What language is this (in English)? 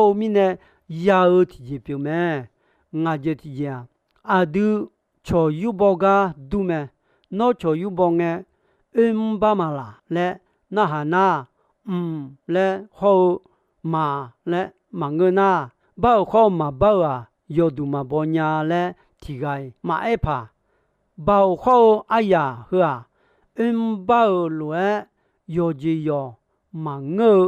Akha